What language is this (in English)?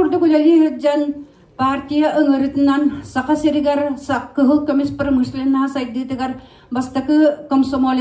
Yakut